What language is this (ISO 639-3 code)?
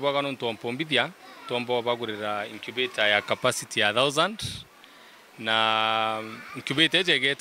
mer